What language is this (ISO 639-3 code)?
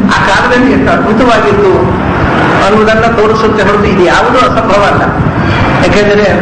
kan